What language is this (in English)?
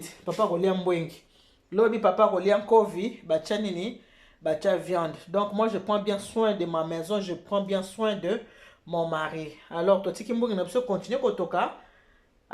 Lingala